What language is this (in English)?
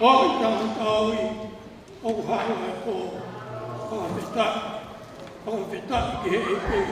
Tongan